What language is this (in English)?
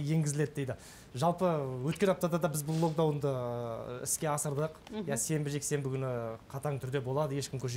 Kazakh